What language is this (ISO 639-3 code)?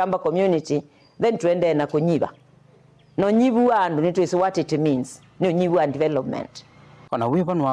kam